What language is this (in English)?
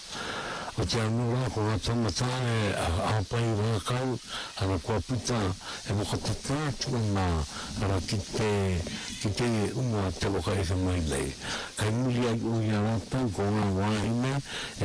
Māori